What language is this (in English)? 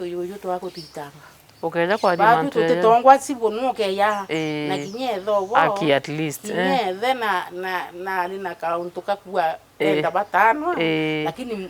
Meru